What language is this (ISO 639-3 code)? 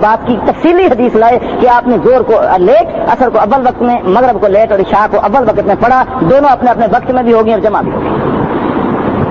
urd